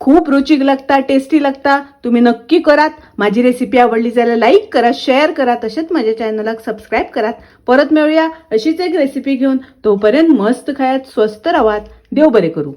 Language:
Konkani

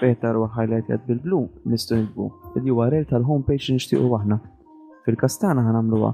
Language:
Maltese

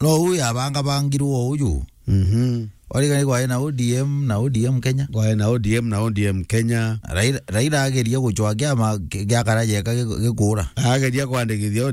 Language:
Meru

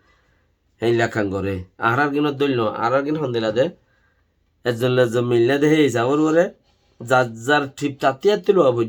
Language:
Rohingya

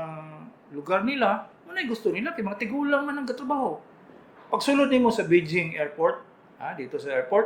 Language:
Cebuano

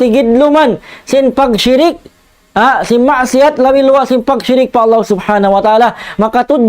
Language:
Tausug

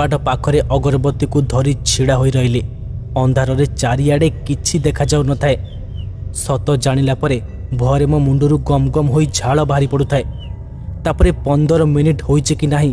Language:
Odia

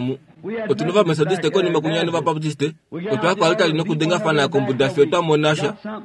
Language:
Kuanyama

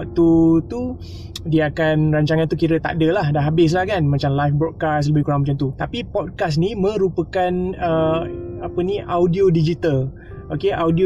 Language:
Malay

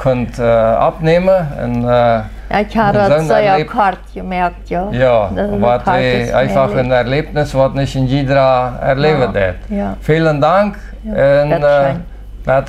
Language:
Plautdietsch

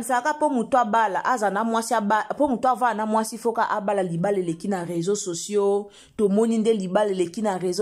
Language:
Lingala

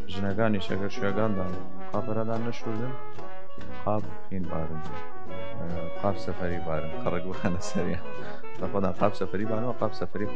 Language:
Southern Kurdish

